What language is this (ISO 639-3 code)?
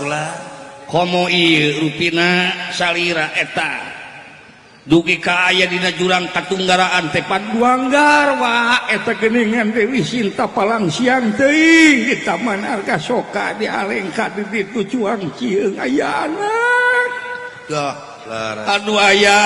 sun